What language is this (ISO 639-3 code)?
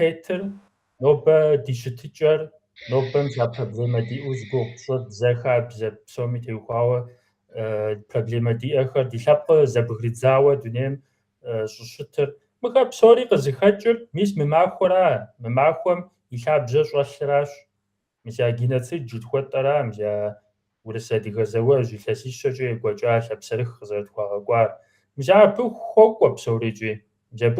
kbd